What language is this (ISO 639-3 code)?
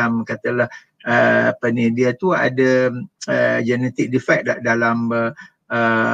msa